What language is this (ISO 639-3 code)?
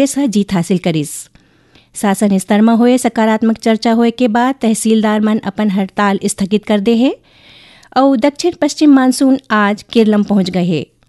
hne